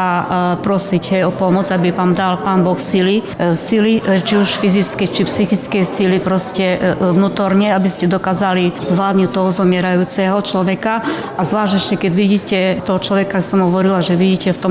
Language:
Slovak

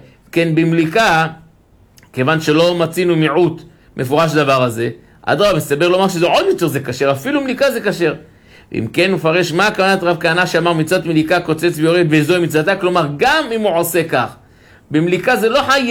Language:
Hebrew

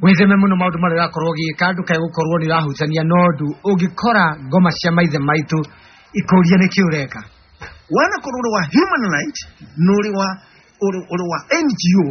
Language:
Kikuyu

